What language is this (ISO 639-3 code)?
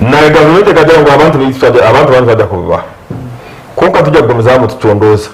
nyn